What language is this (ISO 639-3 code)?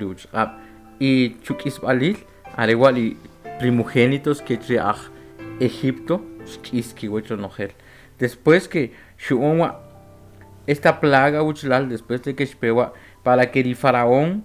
quc